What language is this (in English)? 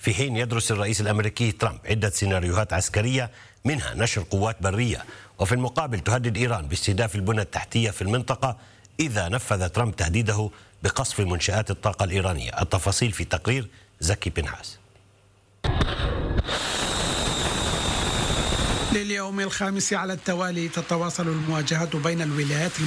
Arabic